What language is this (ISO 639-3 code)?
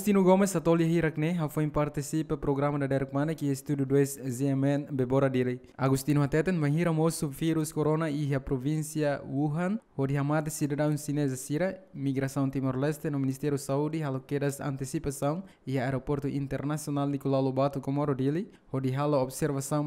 tet